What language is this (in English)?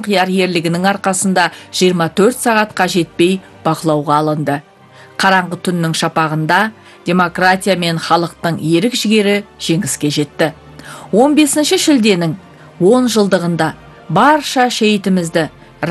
Kazakh